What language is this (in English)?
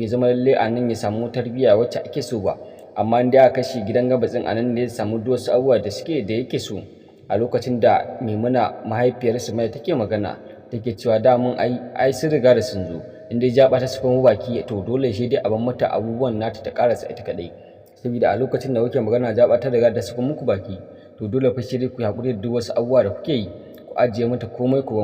Hausa